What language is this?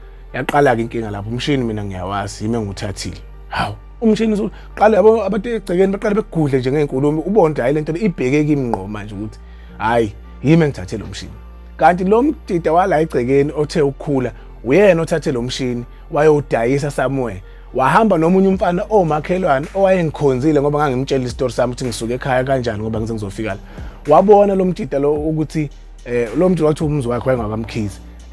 Zulu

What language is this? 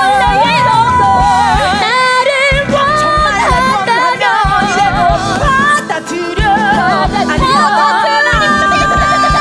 Korean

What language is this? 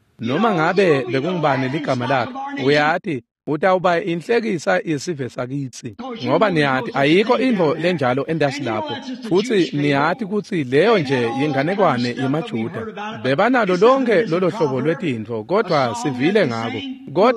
Swati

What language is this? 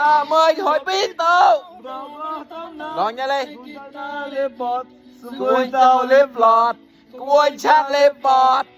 Mon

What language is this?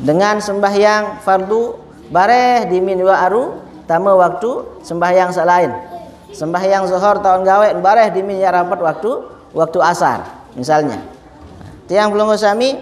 Sasak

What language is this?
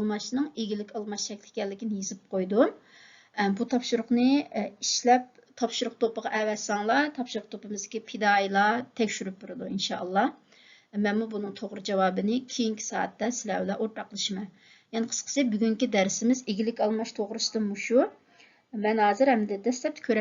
Uyghur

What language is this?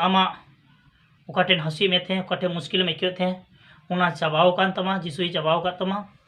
Santali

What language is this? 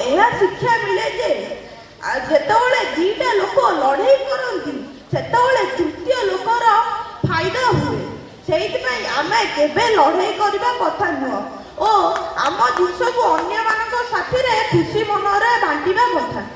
Odia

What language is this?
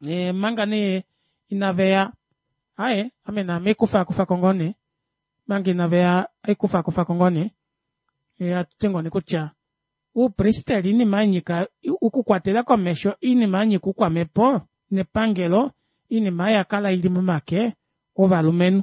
Kuanyama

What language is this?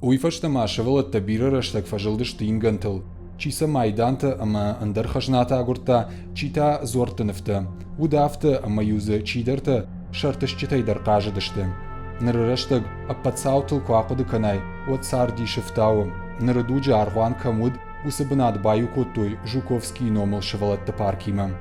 Ossetic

